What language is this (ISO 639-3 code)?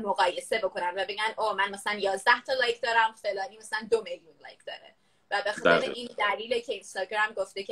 fas